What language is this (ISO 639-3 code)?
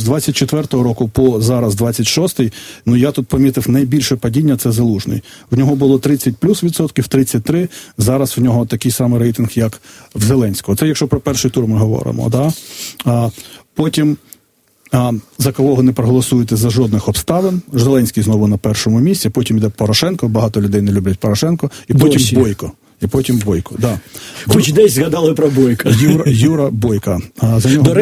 ukr